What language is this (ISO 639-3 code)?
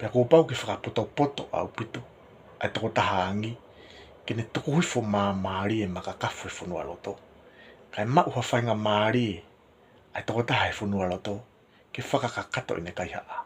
ton